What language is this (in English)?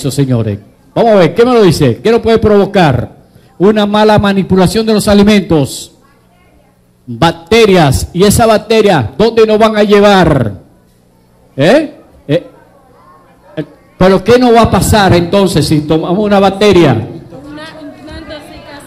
Spanish